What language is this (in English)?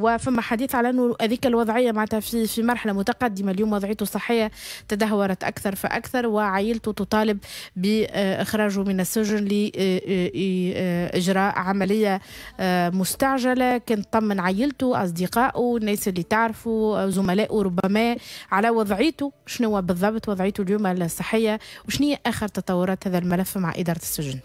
Tunisian Arabic